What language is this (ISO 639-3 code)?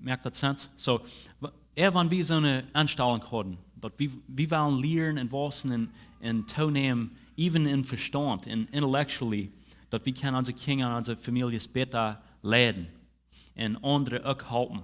pdt